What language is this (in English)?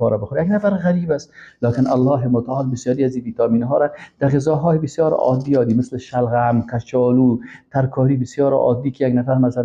Persian